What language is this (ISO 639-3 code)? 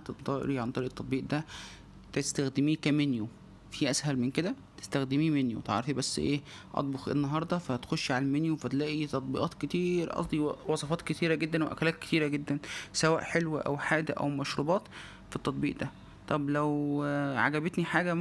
arz